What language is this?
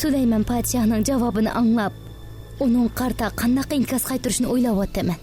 Uyghur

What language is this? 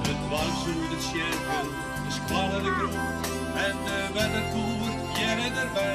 Western Frisian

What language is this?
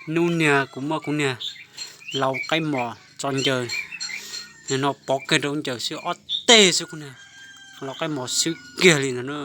Hmong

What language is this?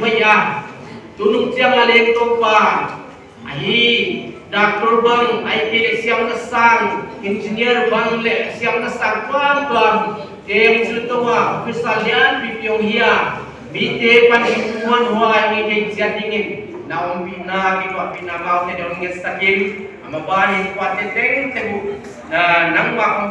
Paite Chin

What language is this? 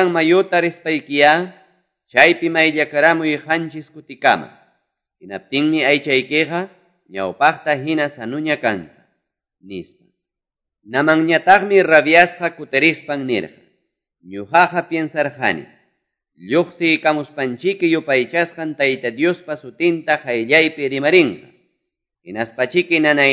Quechua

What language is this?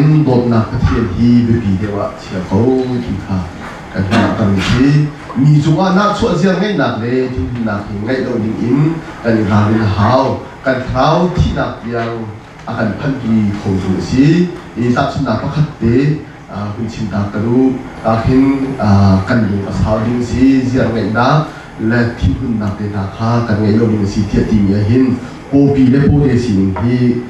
Hakha Chin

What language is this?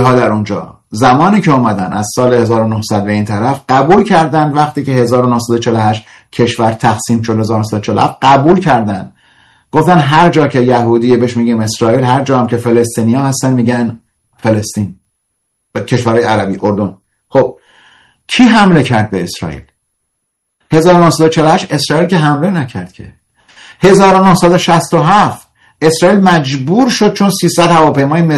Persian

